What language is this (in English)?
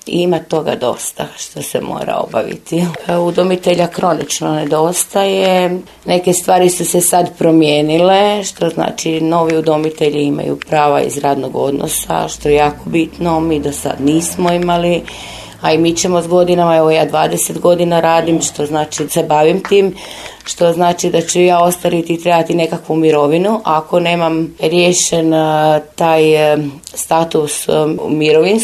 Croatian